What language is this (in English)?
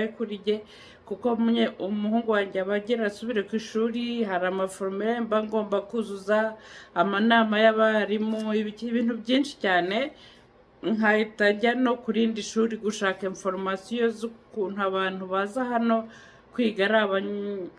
Kinyarwanda